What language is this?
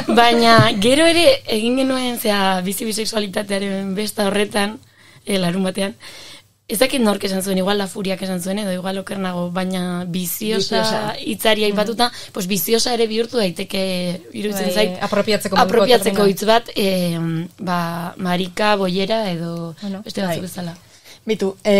Basque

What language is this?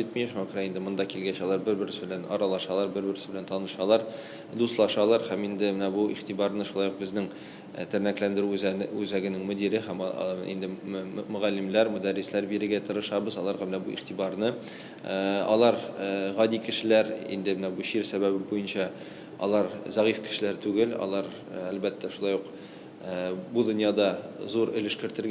Tatar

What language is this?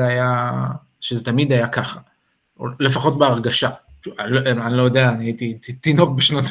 Hebrew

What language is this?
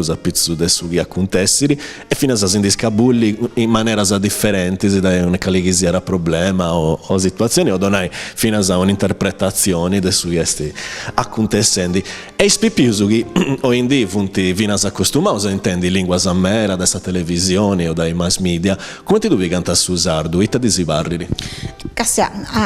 Sardinian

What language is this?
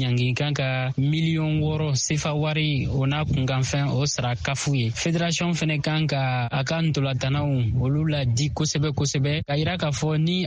Bambara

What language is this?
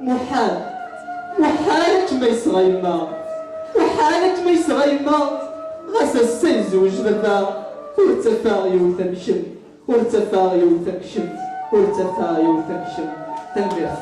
Kabyle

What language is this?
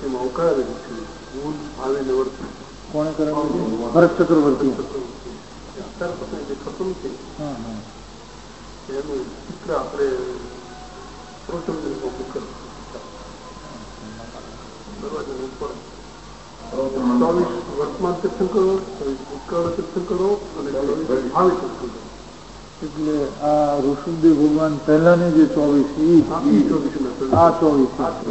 Gujarati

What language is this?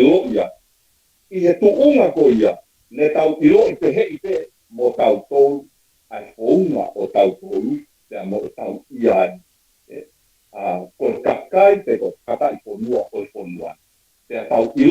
Tongan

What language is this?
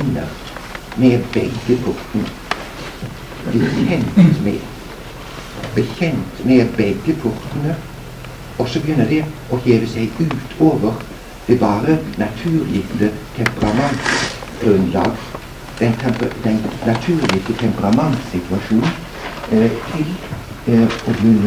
Norwegian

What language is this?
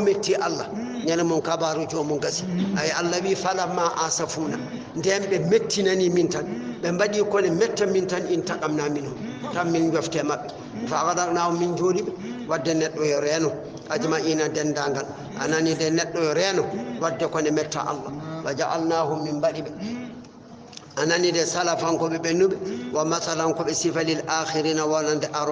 Fula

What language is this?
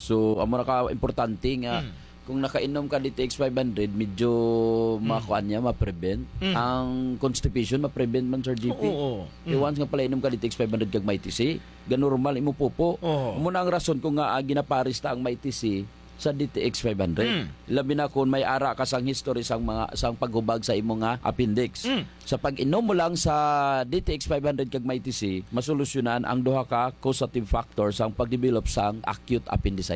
Hiligaynon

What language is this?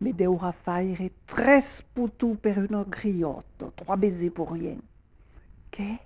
Occitan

